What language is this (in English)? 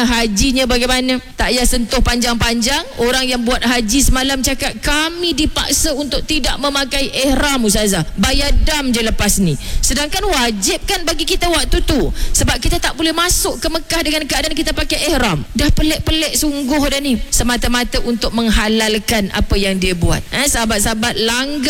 Malay